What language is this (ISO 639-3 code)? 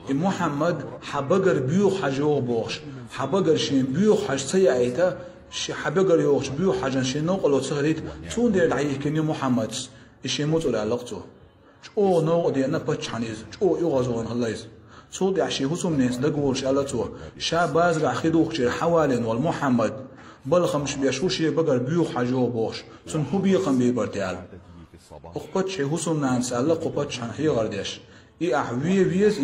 che